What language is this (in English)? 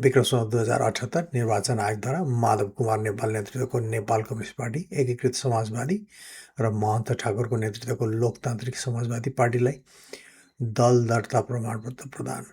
Nepali